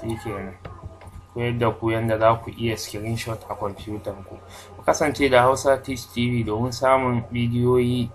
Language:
Hausa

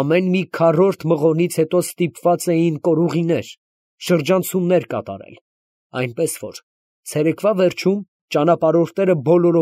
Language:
Armenian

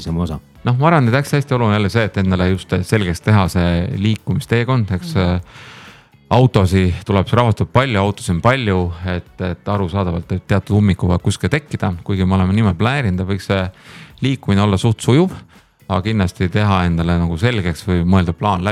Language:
Estonian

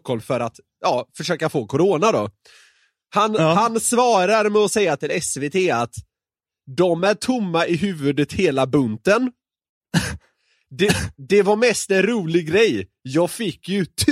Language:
Swedish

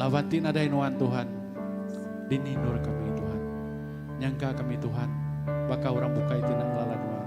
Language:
Iban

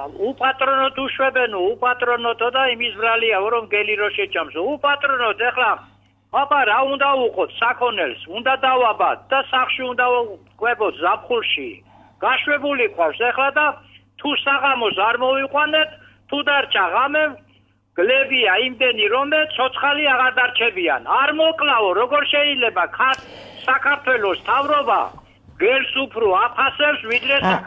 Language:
Georgian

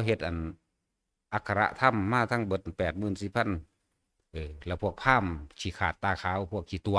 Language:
Northeastern Thai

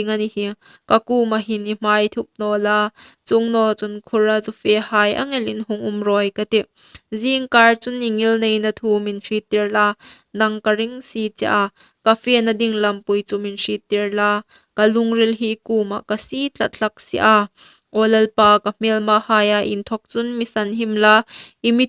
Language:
Hmar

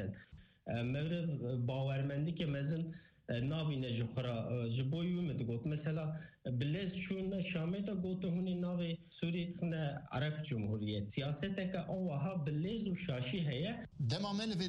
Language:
Kurdish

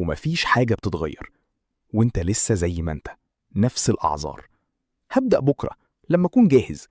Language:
Egyptian Arabic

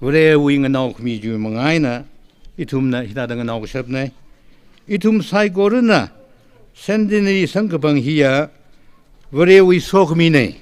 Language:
Tangkhul Naga (India)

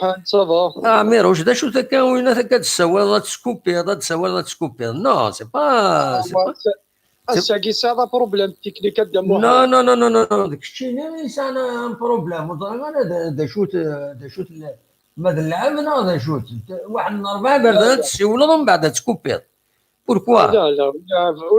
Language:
Kabyle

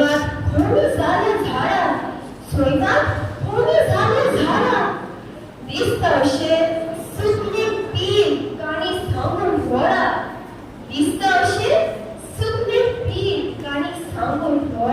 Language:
Konkani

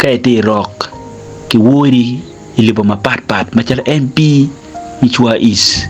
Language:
Acoli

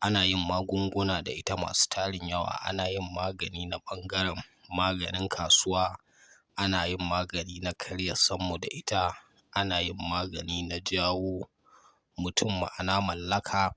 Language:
Hausa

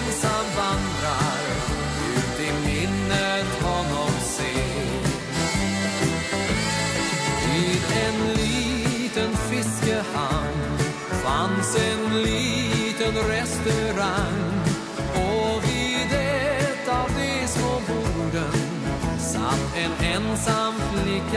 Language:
Swedish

